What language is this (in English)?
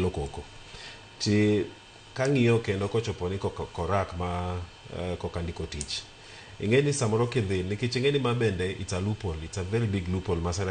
Luo (Kenya and Tanzania)